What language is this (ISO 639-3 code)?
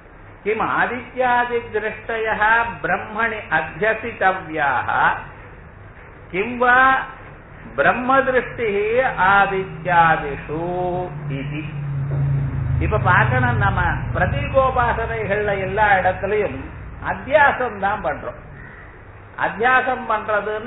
tam